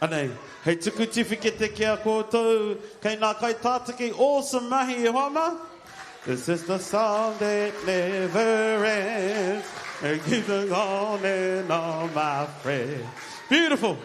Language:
Māori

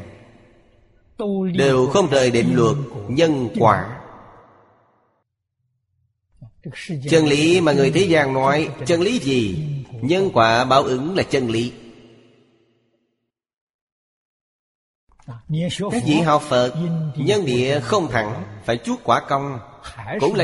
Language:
Vietnamese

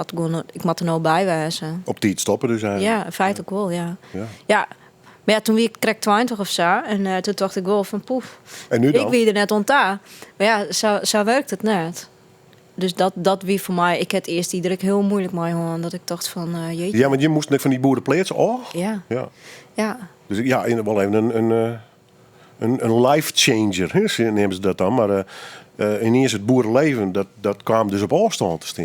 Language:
Western Frisian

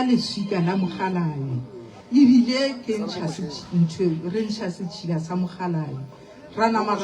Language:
Northern Sotho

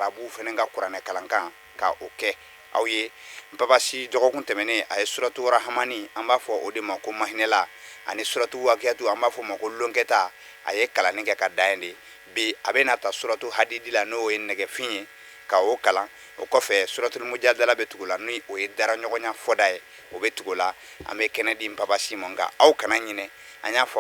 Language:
Bambara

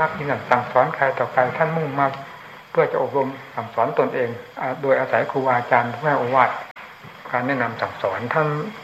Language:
Thai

